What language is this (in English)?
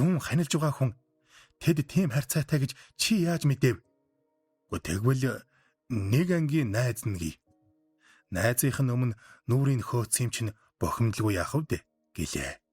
Mongolian